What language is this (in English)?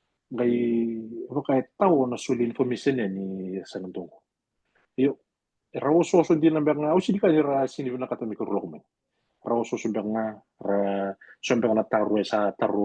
Fijian